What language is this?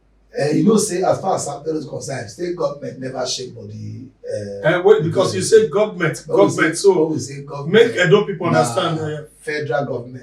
Nigerian Pidgin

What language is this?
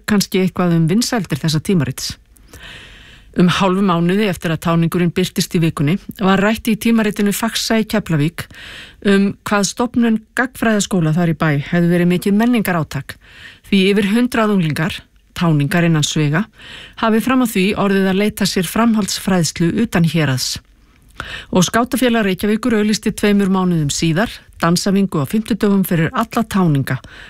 Icelandic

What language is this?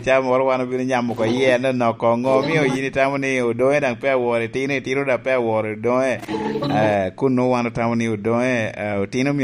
Lango (Uganda)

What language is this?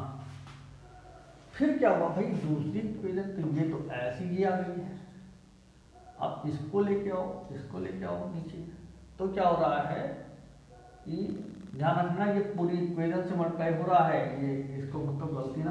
Hindi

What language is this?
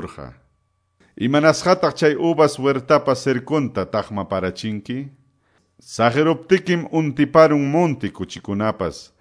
Quechua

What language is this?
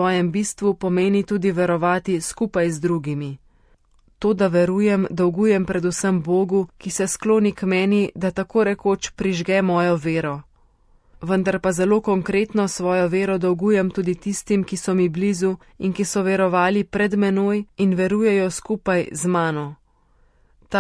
Slovenian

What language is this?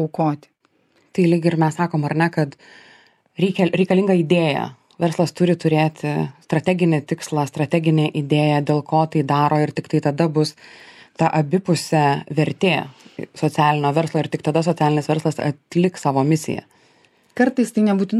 Lithuanian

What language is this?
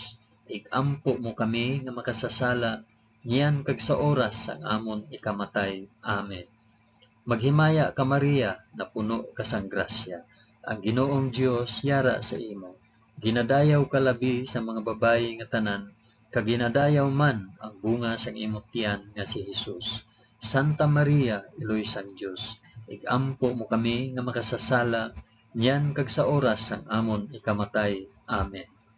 Hiligaynon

